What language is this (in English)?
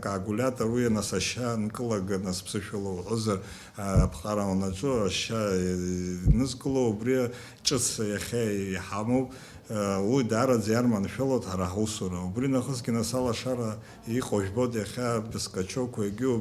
Abkhazian